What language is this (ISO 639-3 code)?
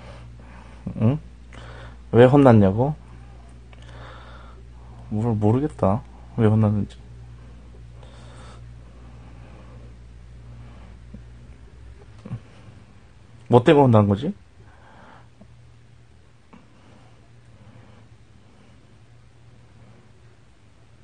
kor